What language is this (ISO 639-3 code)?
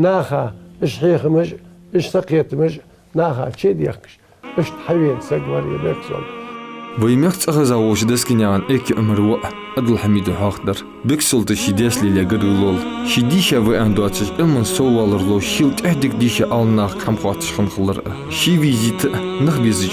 inh